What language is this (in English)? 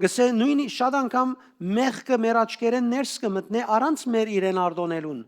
Western Armenian